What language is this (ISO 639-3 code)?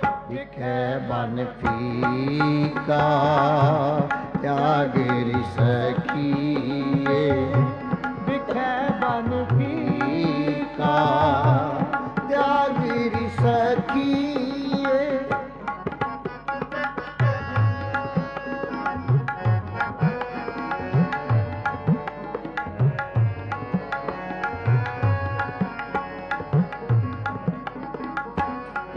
pan